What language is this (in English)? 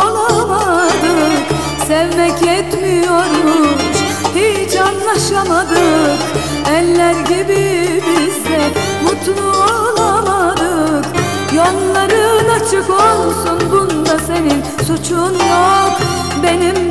Turkish